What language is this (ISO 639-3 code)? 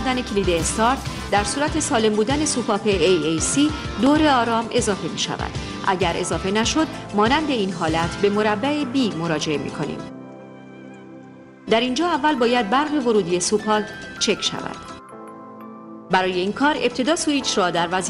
fas